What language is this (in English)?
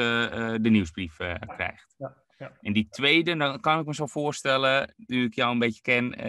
Dutch